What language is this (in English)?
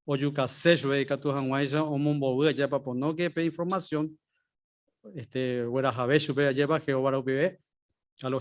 Guarani